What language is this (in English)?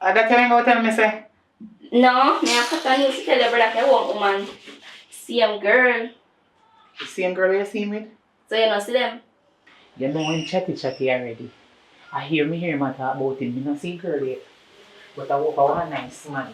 Jamaican Creole English